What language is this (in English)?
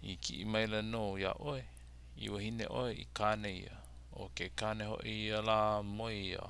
Hawaiian